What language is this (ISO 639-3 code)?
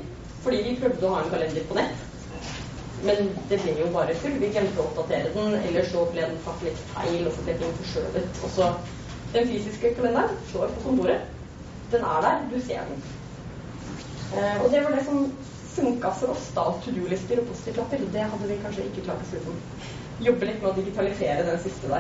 nor